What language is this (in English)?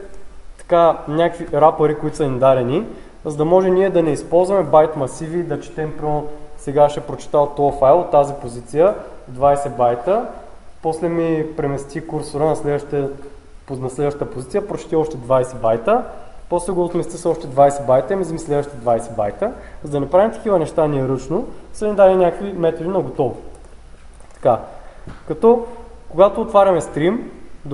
Bulgarian